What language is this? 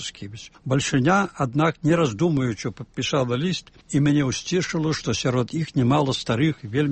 Belarusian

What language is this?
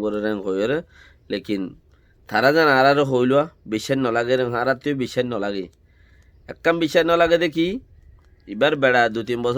Rohingya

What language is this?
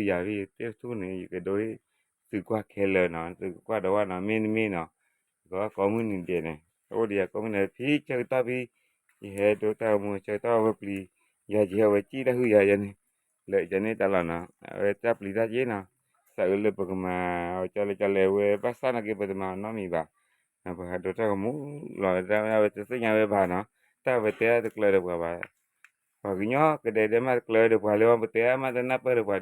S'gaw Karen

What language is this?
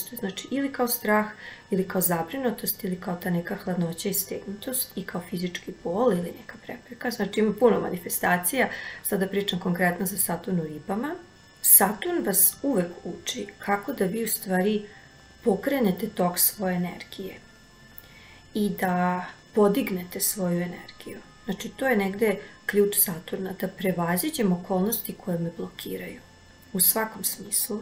Serbian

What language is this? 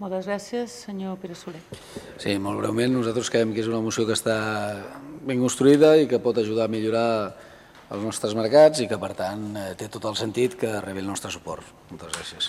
Catalan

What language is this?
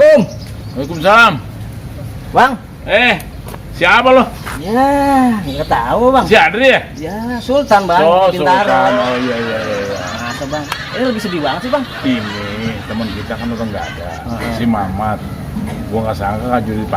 Betawi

